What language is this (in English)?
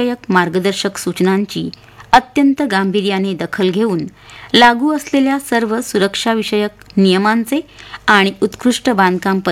Marathi